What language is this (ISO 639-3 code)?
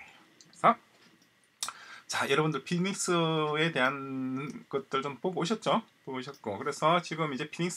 kor